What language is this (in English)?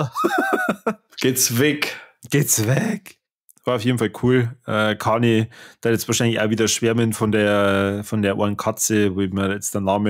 Bavarian